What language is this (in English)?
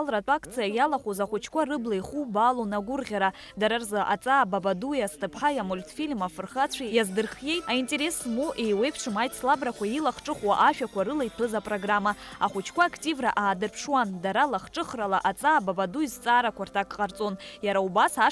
Abkhazian